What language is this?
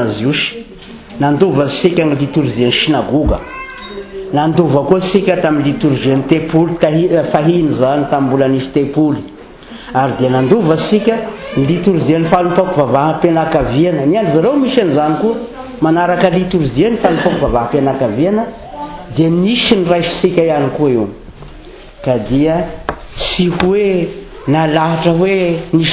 Malagasy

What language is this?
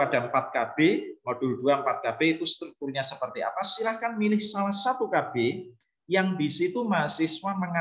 Indonesian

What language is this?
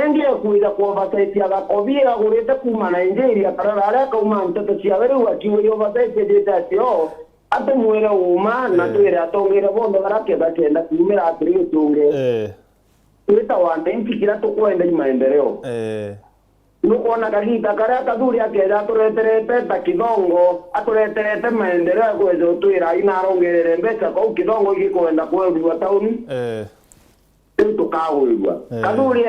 Meru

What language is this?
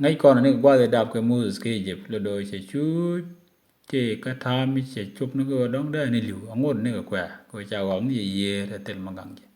Nuer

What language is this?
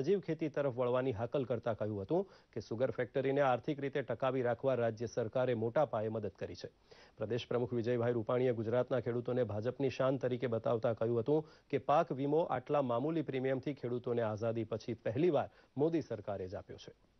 Gujarati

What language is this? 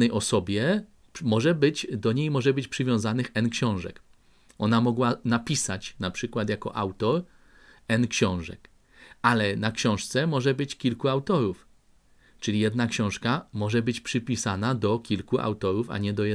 Polish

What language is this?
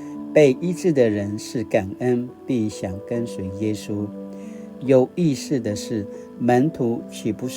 Paiwan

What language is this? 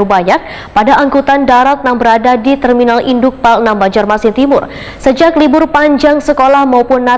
Banjar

